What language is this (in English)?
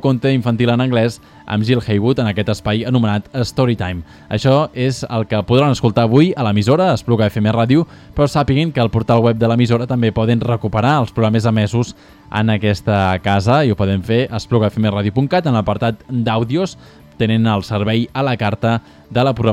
Catalan